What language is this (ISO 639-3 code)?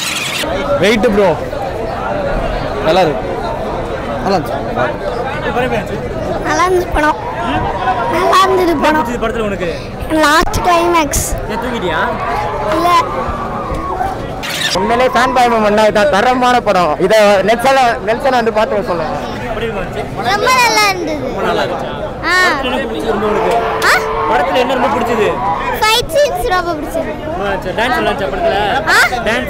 tam